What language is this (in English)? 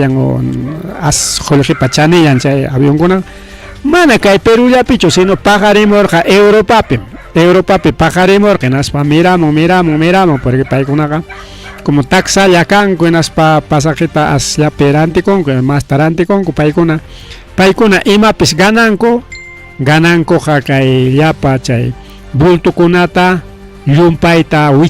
Ayacucho Quechua